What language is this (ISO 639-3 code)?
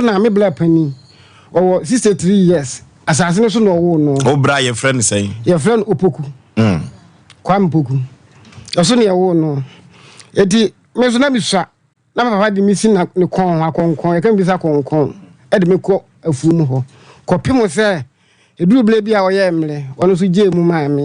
aka